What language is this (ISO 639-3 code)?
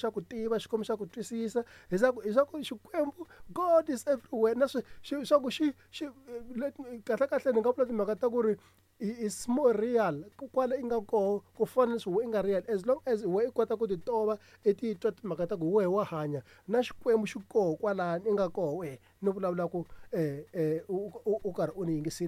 tso